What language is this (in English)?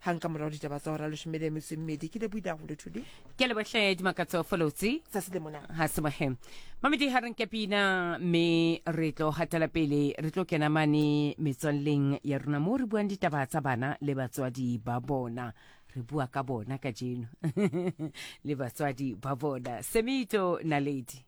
Southern Sotho